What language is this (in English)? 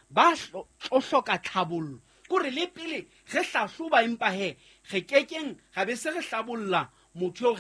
Southern Sotho